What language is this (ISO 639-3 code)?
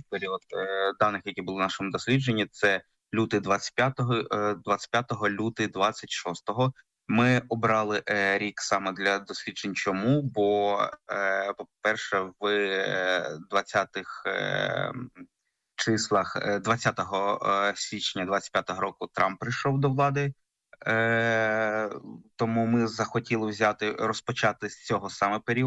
ukr